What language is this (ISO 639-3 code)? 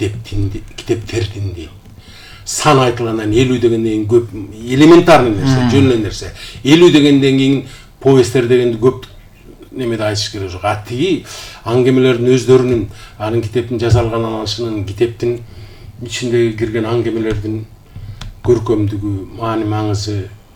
kir